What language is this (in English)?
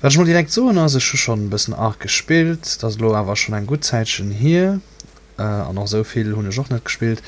Luxembourgish